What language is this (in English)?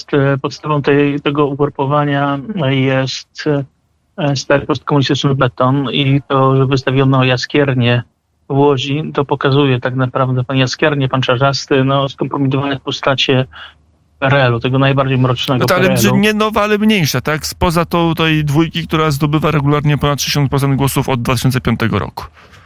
Polish